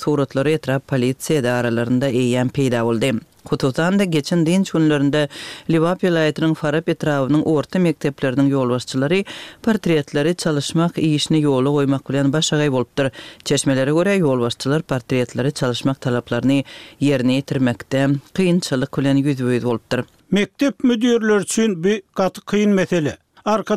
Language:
Turkmen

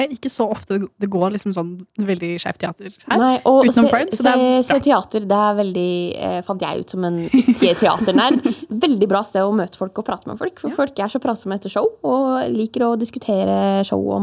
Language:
Norwegian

